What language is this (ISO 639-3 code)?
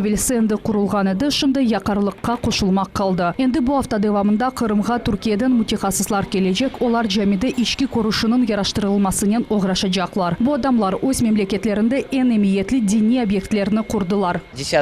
crh